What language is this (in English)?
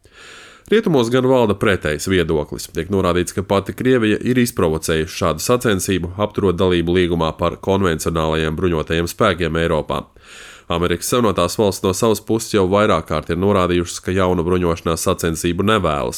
Latvian